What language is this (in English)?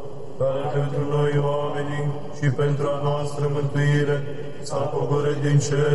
Romanian